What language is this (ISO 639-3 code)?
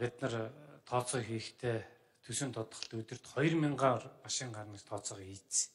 mon